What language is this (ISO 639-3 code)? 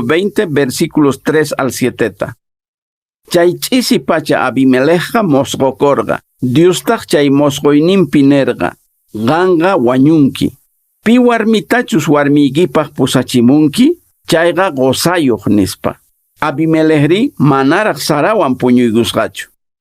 que